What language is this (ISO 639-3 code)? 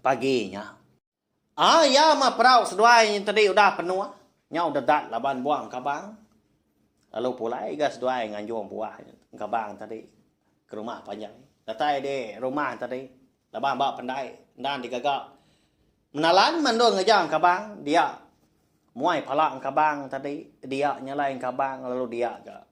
iba